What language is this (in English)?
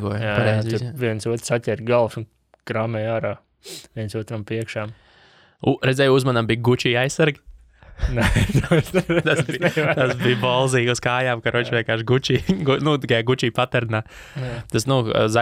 Latvian